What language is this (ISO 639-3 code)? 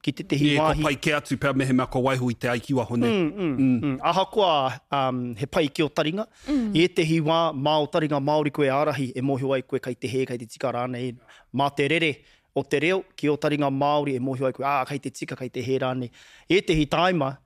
mri